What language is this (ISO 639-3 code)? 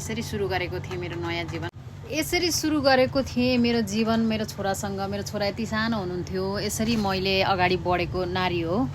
nep